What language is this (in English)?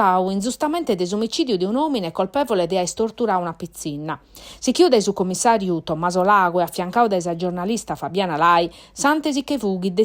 Sardinian